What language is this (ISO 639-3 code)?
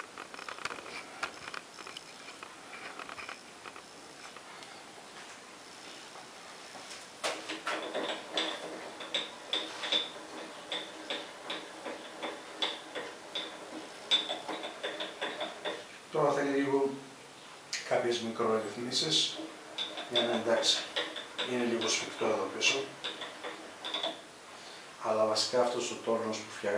ell